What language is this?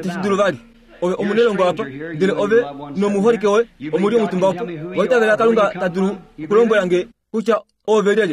Kuanyama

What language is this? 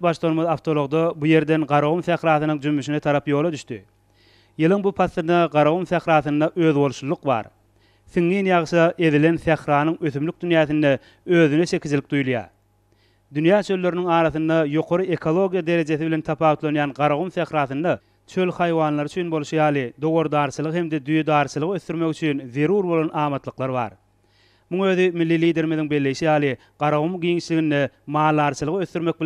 Turkmen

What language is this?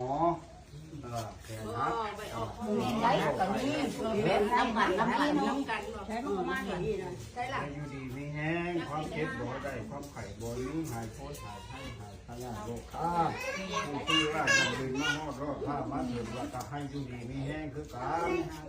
Lao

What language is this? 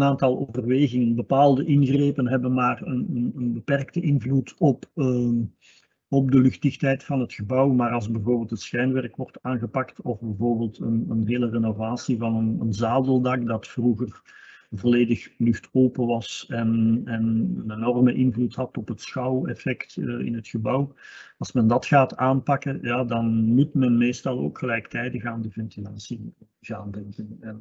Dutch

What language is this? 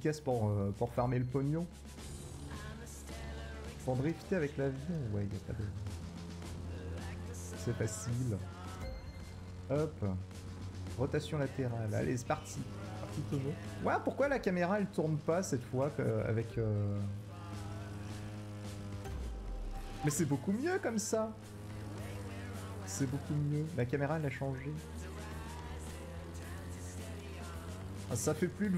French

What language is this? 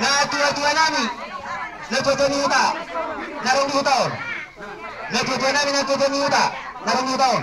Batak Toba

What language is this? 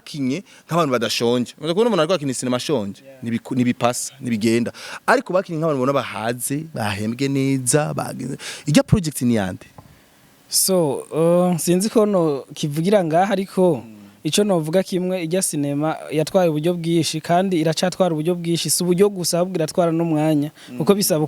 Rundi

